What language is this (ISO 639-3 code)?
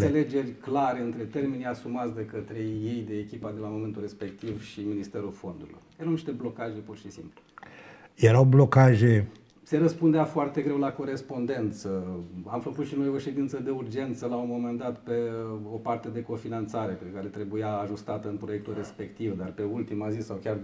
ron